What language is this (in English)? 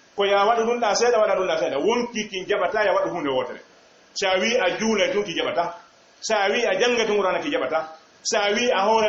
Fula